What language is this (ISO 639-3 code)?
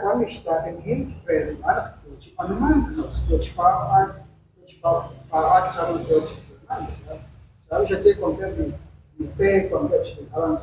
kek